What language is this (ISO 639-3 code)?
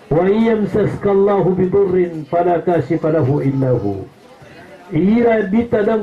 mrw